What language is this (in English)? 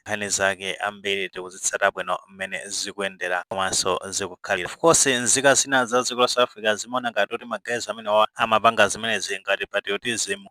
Nyanja